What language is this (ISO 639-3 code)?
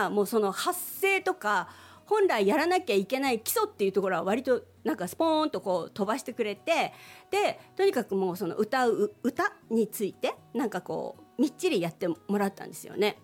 jpn